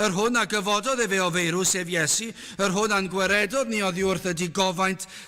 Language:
Welsh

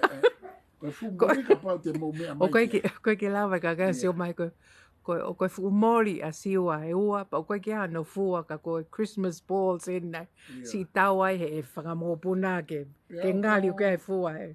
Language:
Tongan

